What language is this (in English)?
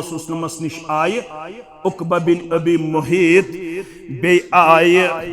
Kashmiri